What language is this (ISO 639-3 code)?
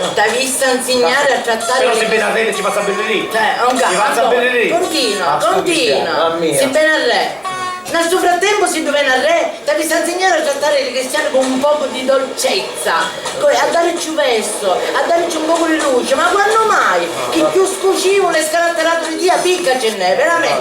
scn